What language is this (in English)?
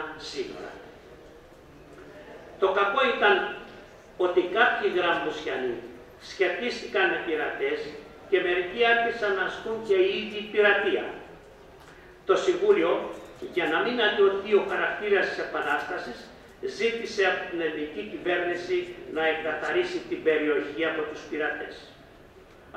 Greek